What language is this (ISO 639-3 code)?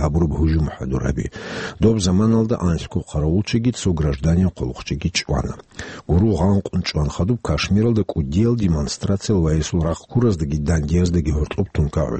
ava